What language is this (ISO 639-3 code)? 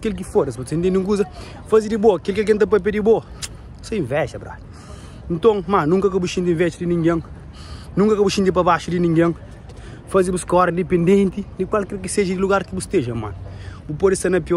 kea